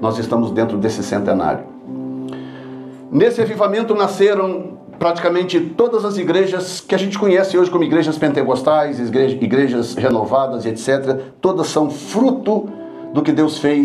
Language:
Portuguese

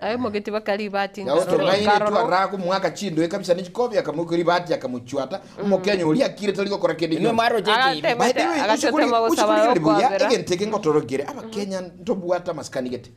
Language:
Gusii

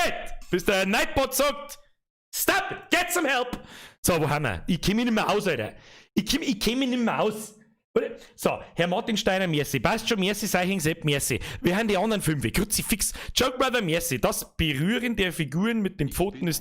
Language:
Bavarian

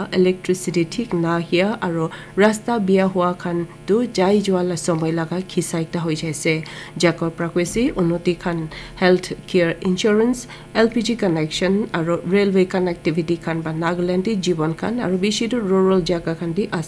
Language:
Naga Pidgin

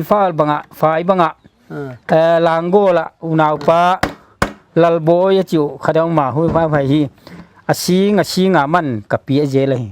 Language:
Paite Chin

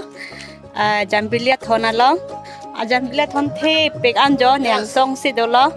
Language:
Karbi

